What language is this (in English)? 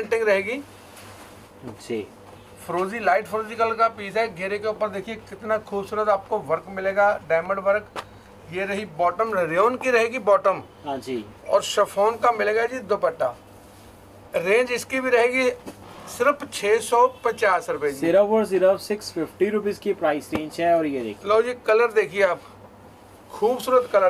Hindi